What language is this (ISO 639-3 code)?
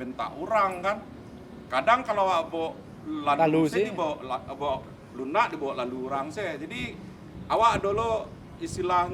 min